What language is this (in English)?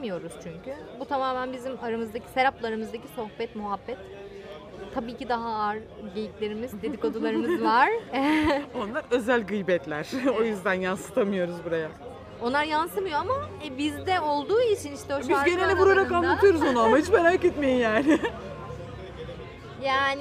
Turkish